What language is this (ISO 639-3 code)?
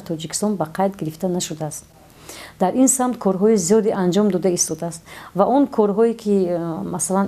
tgk